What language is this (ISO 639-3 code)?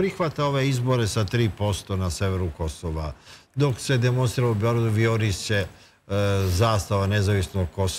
srp